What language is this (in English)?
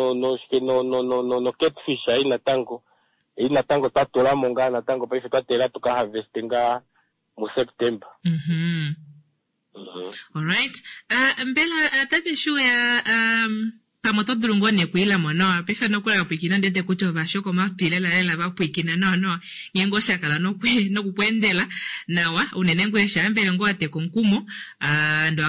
Kuanyama